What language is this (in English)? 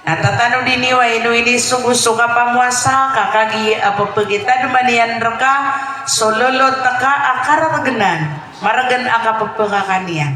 Maranao